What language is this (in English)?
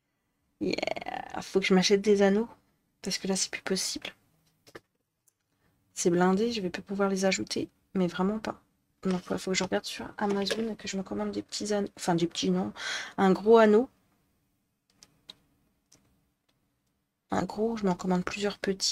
French